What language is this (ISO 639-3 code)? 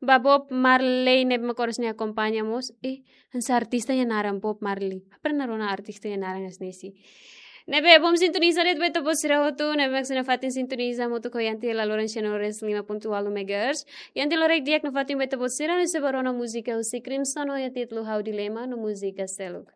tet